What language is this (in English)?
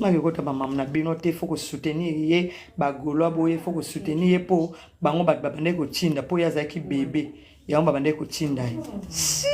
Lingala